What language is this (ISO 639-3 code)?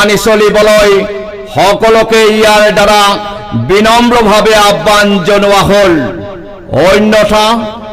asm